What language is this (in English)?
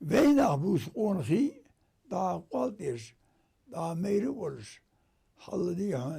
Ingush